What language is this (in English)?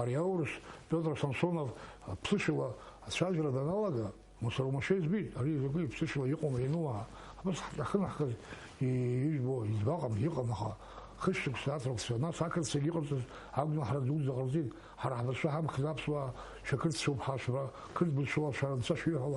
Abkhazian